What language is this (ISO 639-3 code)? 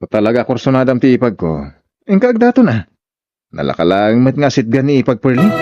ilo